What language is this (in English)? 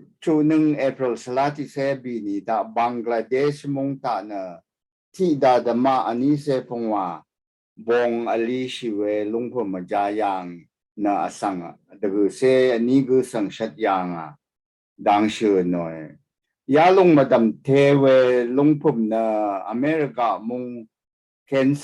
Rawang